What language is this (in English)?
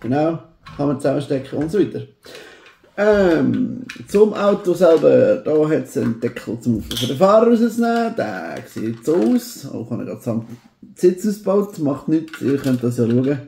Swiss German